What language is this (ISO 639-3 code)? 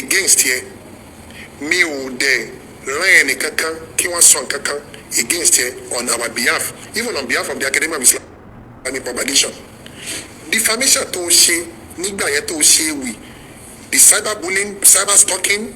yor